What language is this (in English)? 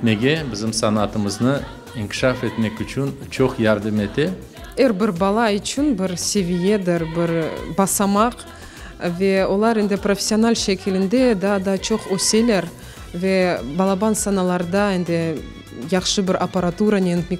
Crimean Tatar